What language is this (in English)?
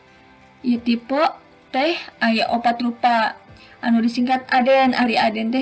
Sundanese